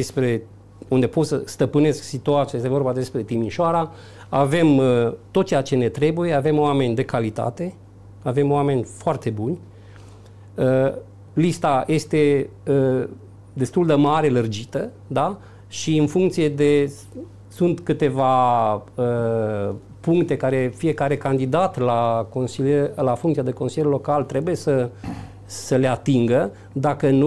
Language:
Romanian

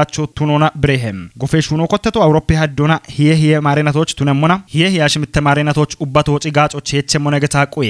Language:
Kafa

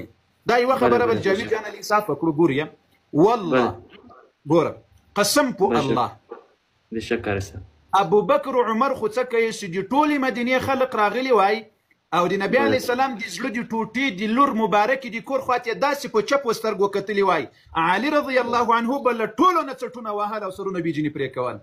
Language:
Pashto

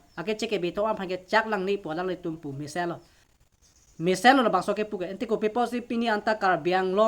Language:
Karbi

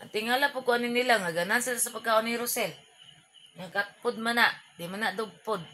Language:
Cebuano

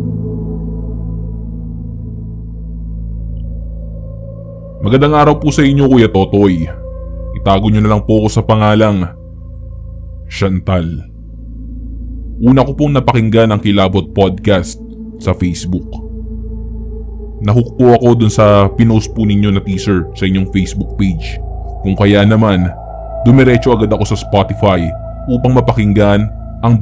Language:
Filipino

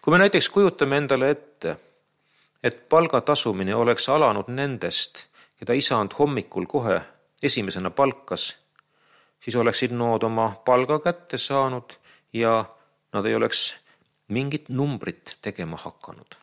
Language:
Estonian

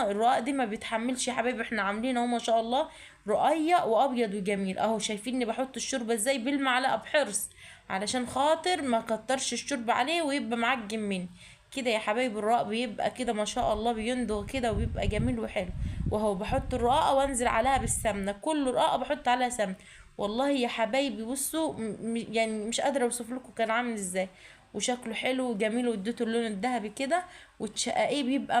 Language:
Egyptian Arabic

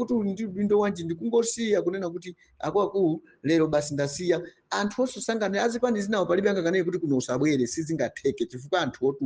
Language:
Nyanja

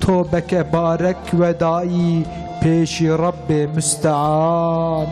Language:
Kurdish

